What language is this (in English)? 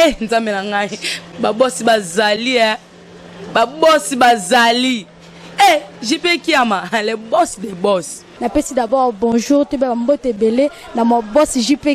Lingala